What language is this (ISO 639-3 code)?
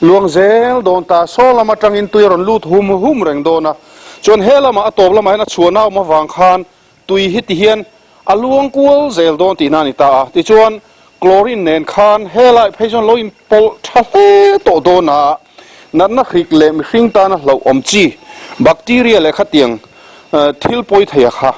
lus